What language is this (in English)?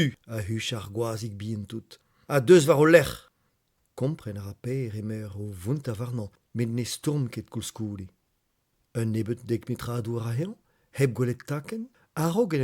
Breton